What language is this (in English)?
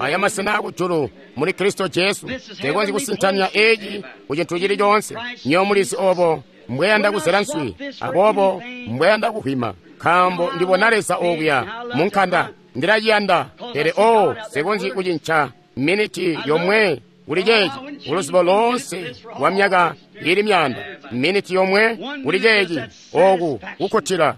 Tonga (Zambia)